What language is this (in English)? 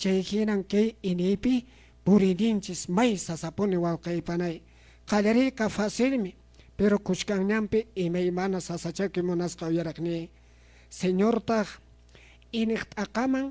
Quechua